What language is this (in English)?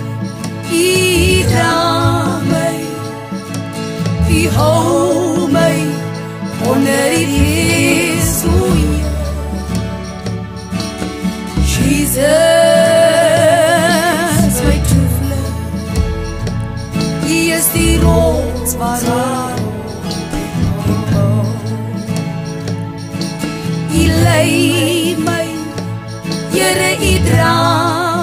Afrikaans